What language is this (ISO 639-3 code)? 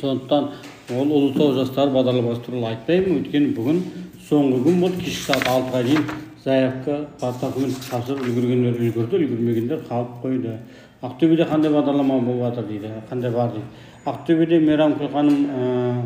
kaz